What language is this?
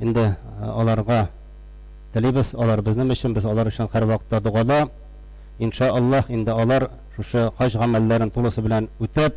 Tatar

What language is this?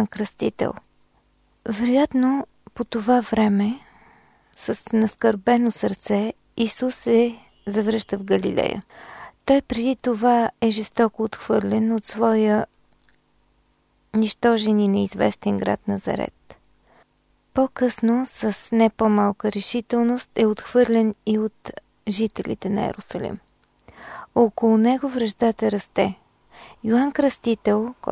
Bulgarian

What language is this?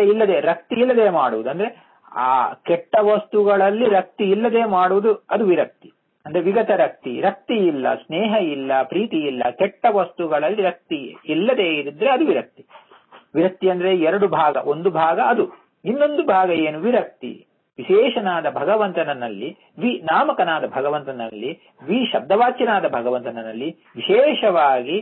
Kannada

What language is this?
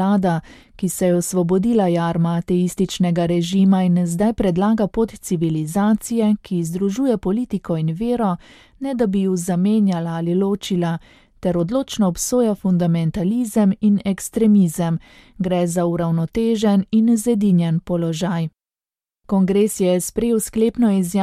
Slovenian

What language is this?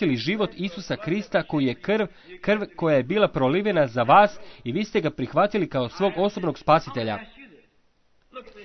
Croatian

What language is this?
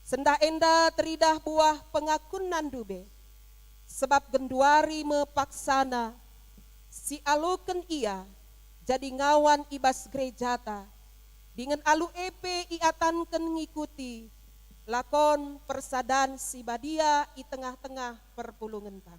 Batak Karo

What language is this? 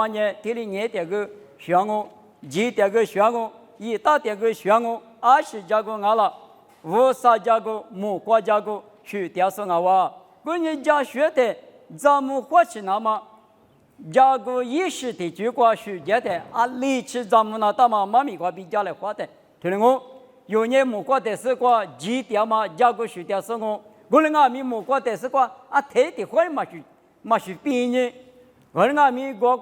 Lisu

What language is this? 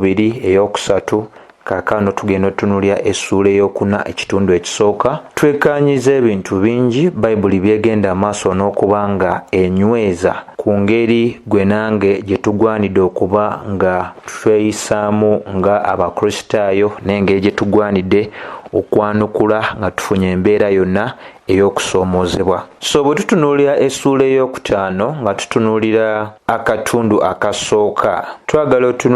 Ganda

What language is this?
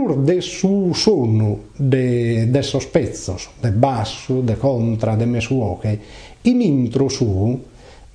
Sardinian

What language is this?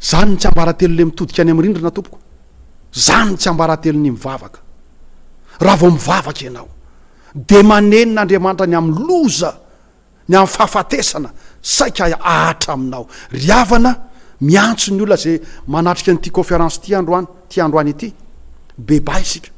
Malagasy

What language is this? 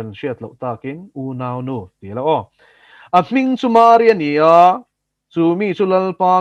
Mizo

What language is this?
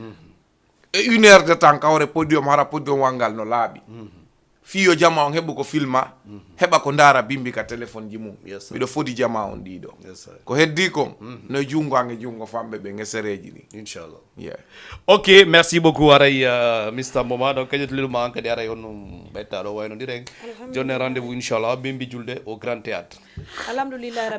Fula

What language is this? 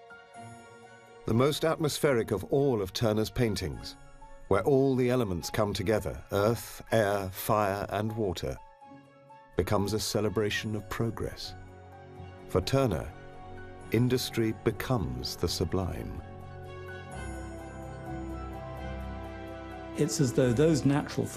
English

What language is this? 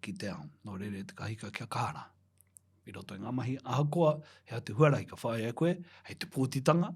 Māori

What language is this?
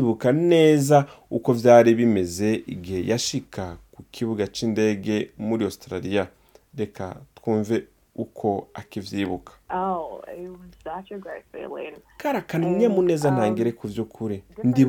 Rundi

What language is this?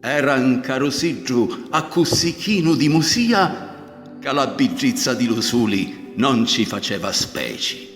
Sicilian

